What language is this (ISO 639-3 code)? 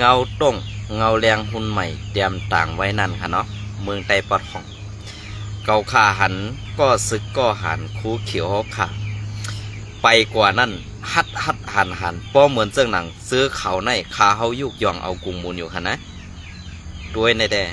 shn